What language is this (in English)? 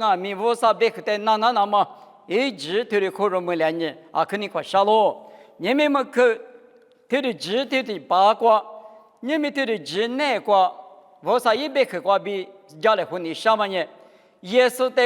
Lisu